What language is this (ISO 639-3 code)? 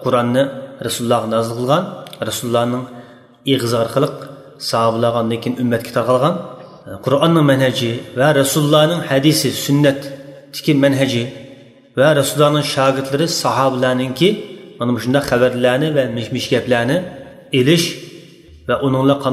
uig